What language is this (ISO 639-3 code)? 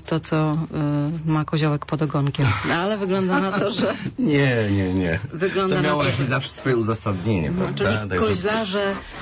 pol